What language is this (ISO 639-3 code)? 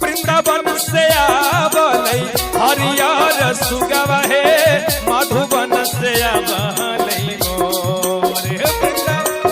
mag